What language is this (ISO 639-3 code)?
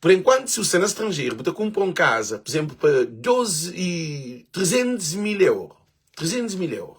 kea